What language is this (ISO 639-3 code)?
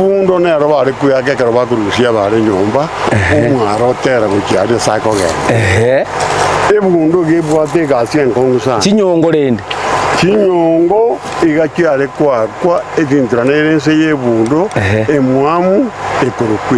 guz